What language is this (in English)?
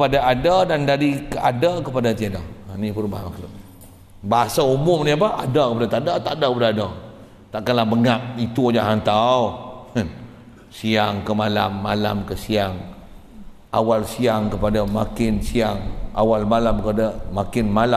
Malay